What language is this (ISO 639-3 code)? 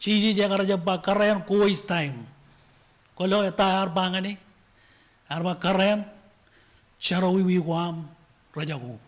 mah